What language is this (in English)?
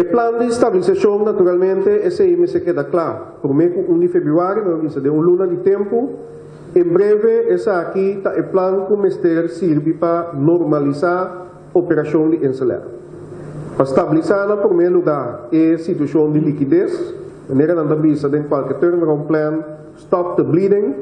Papiamento